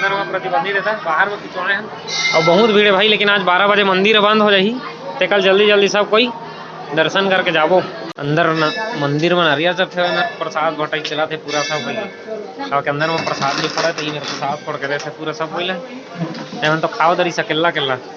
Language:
Chhattisgarhi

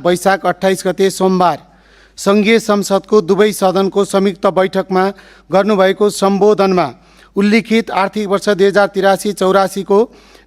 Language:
Nepali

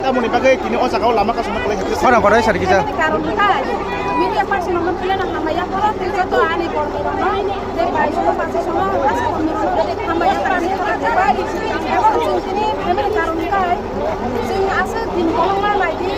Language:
Kok Borok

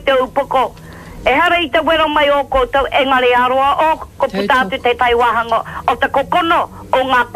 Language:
Māori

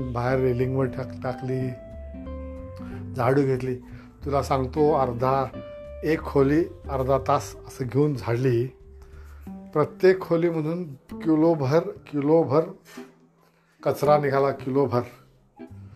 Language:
Marathi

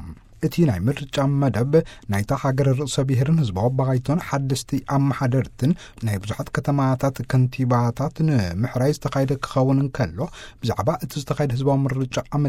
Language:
Tigrinya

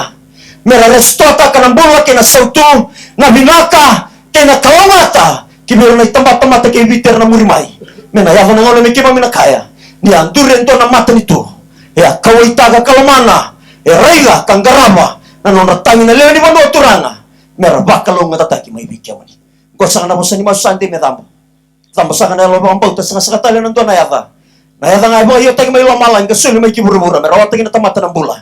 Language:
Fijian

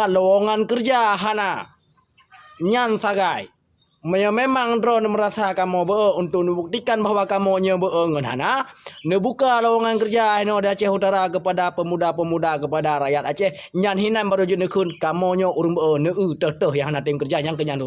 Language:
Achinese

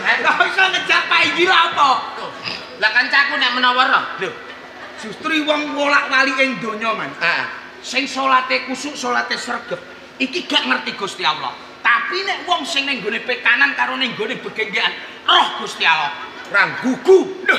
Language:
Javanese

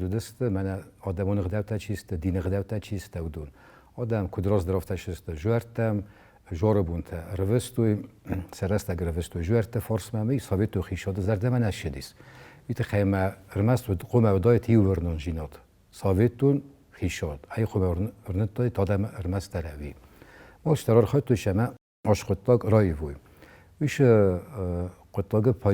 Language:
Ossetic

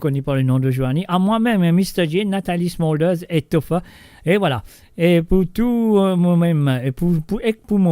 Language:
Morisyen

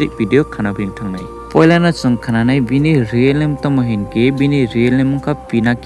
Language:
Kok Borok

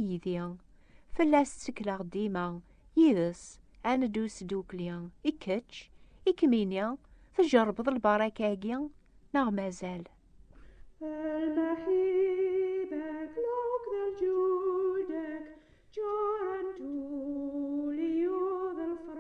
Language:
Kabyle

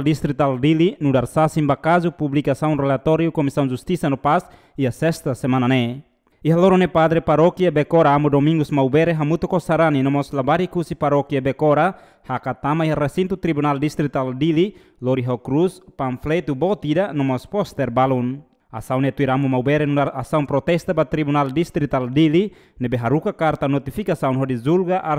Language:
Tetum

